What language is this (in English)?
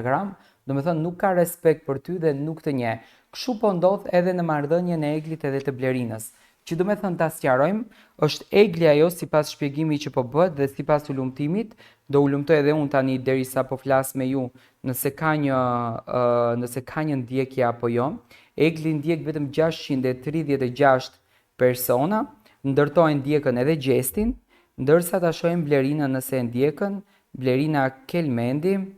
Albanian